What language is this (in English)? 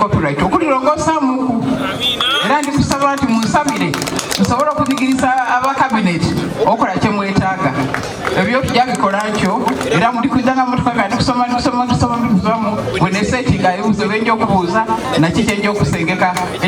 Soga